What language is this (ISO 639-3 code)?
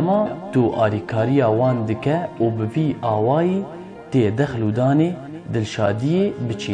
kur